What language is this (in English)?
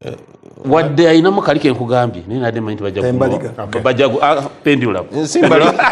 Ganda